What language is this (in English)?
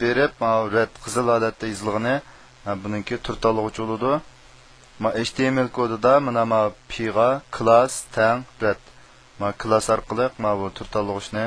Uyghur